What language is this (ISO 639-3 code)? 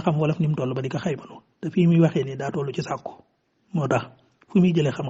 wol